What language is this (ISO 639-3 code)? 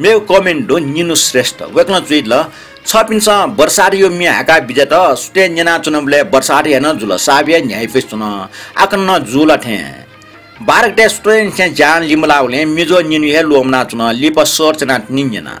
new